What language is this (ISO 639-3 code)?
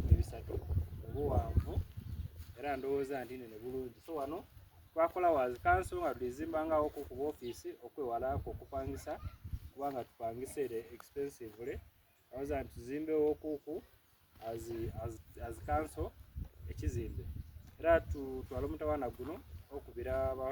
xog